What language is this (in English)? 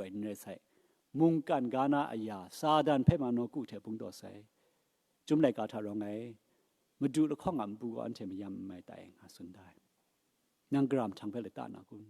Kachin